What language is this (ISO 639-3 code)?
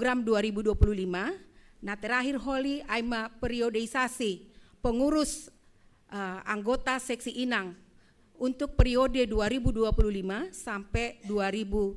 bts